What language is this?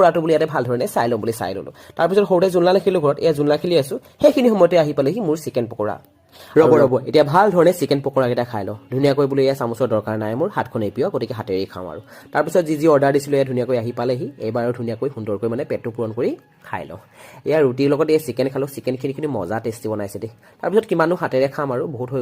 Assamese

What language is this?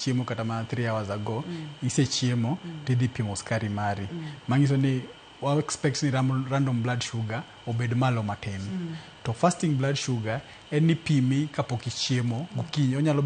Luo (Kenya and Tanzania)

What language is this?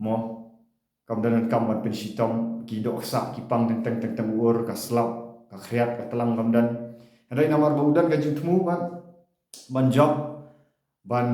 Khasi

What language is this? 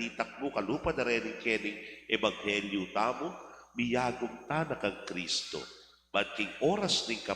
Pampanga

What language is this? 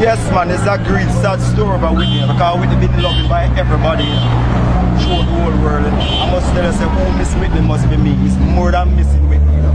Jamaican Creole English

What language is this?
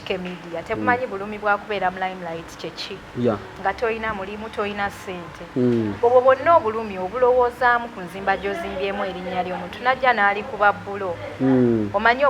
Ganda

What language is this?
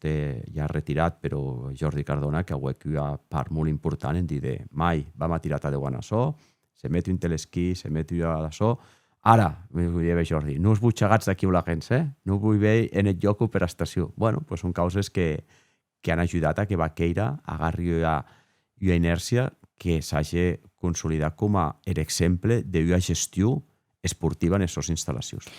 Occitan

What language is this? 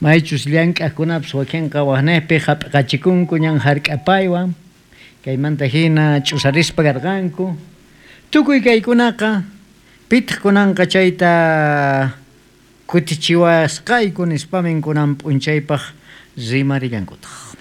South Bolivian Quechua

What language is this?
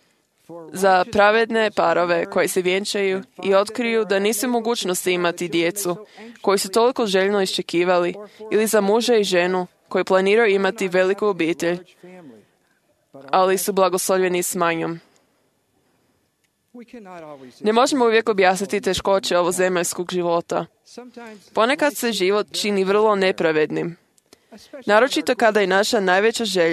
Croatian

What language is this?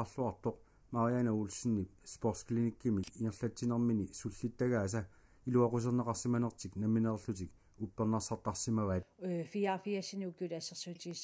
Kalaallisut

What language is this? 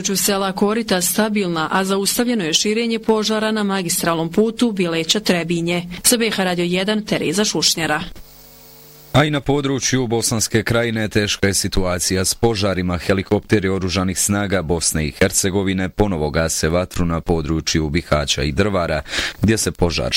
Bosnian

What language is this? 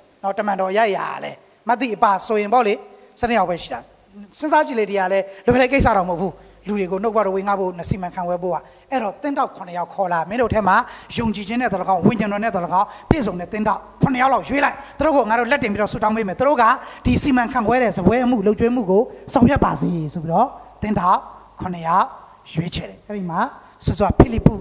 Burmese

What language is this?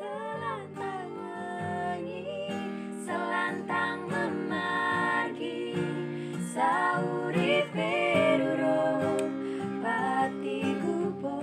Balinese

